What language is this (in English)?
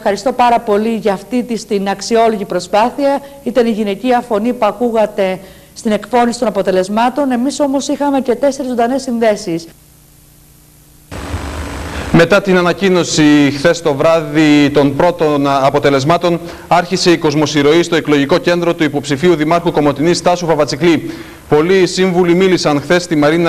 Greek